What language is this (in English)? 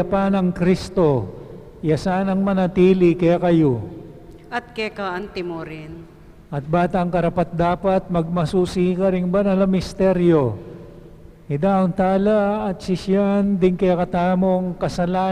Pampanga